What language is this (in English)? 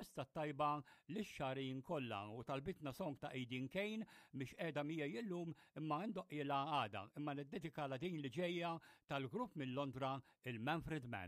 Maltese